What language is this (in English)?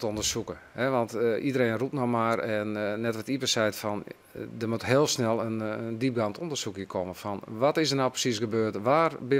Western Frisian